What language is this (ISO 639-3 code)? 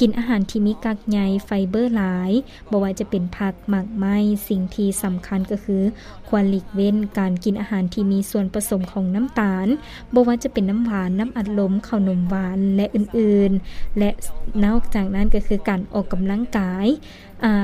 lao